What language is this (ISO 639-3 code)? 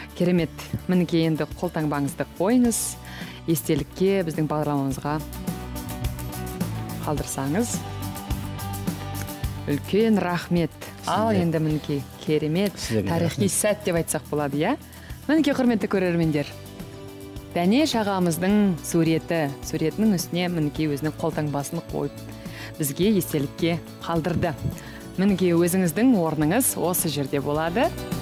kaz